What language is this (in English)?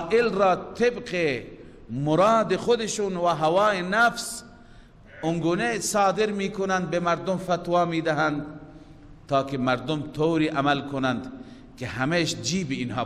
Persian